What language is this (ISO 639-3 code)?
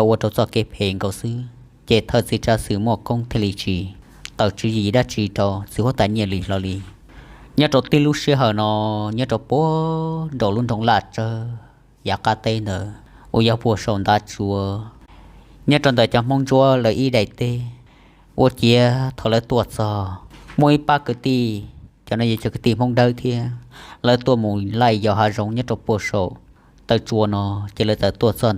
hmn